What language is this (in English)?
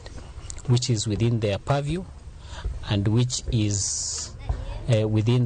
Luo (Kenya and Tanzania)